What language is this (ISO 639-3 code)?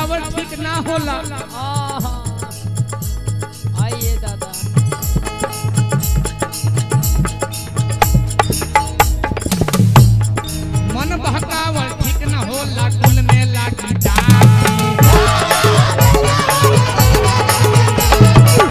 bho